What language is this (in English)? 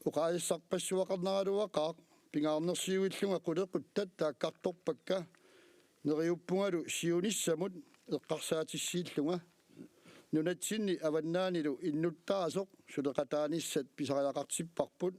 Kalaallisut